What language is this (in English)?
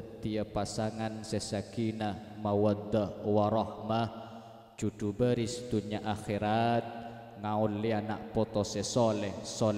Madurese